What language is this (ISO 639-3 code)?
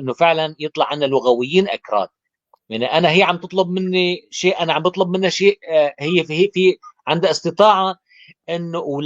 apc